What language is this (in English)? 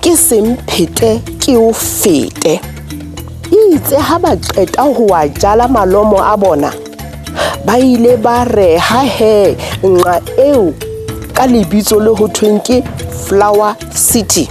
Southern Sotho